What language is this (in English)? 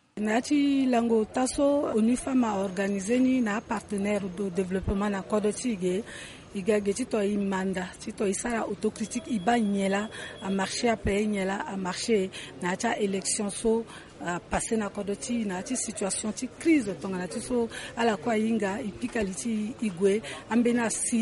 Sango